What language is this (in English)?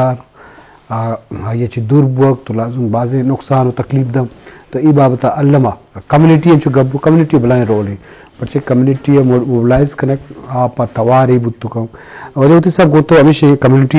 Eastern Balochi